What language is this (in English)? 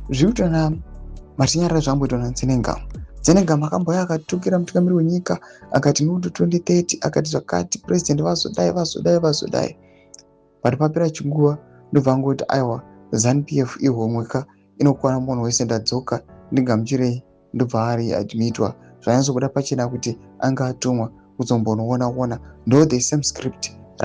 Shona